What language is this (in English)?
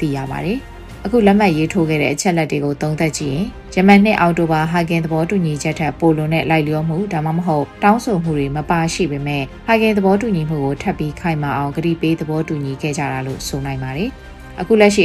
Burmese